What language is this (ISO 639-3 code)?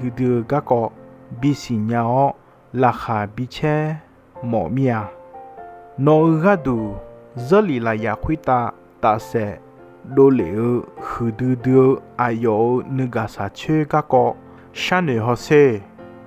ahk